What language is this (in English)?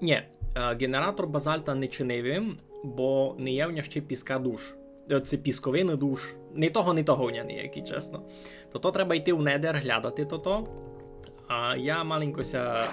Rusyn